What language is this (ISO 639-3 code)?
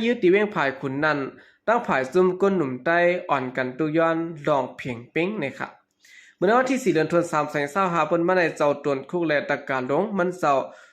shn